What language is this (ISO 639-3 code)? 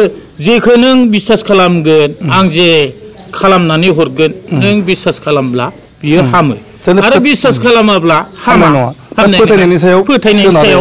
brx